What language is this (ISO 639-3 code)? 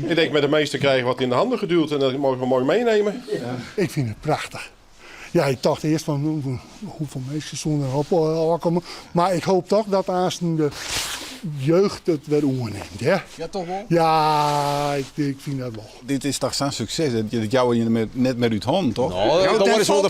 fry